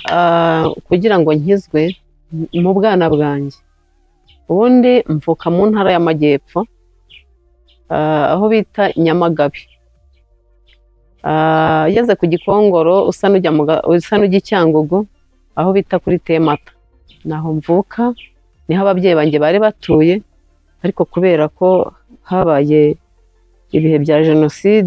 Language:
Kinyarwanda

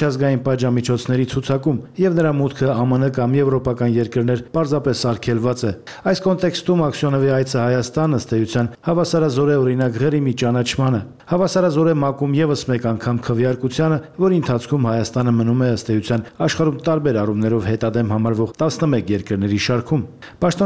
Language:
Armenian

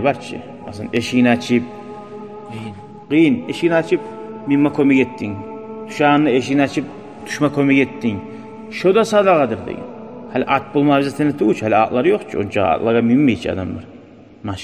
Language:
Kumyk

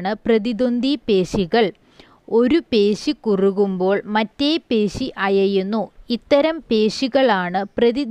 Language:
Malayalam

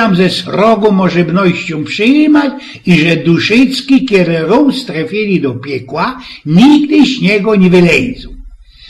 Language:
Silesian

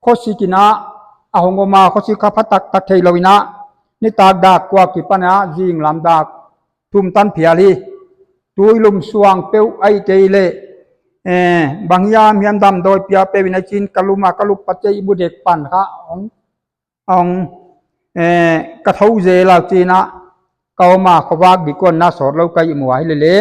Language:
Paite Chin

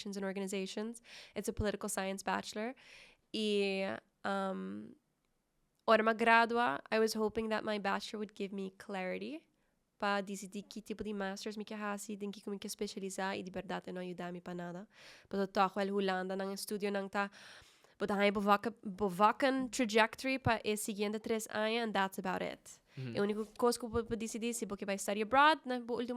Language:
Papiamento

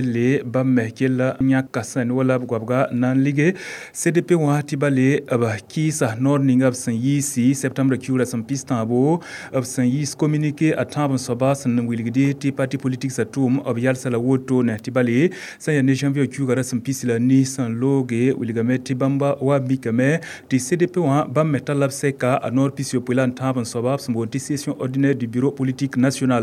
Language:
Mossi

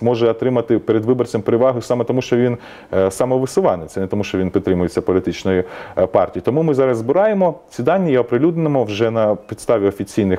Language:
Ukrainian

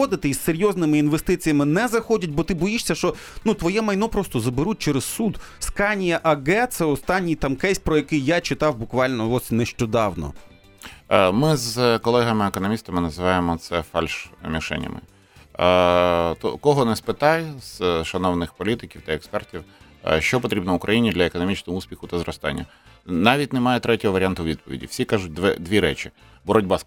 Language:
Ukrainian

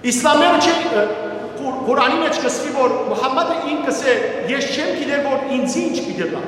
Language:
Western Armenian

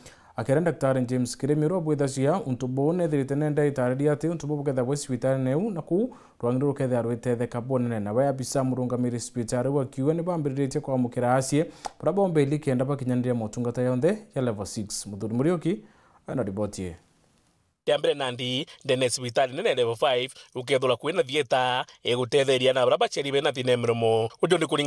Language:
Meru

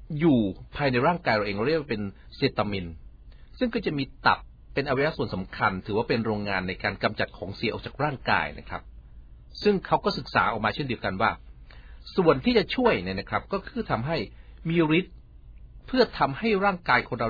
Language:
Thai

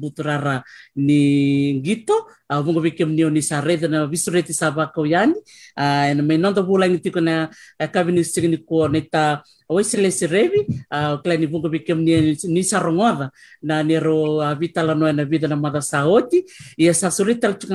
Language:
Fijian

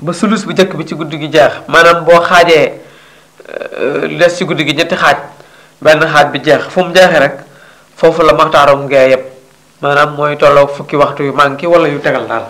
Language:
Wolof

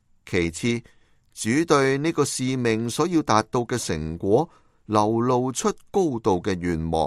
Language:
Cantonese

